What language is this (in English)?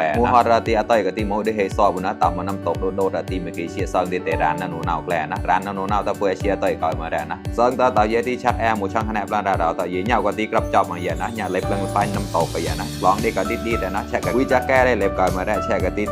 Mon